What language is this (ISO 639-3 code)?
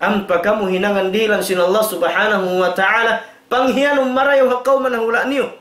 tsg